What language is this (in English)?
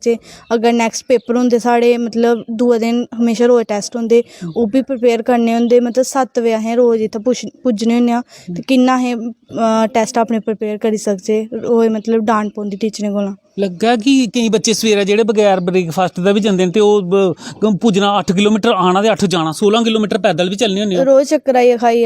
Dogri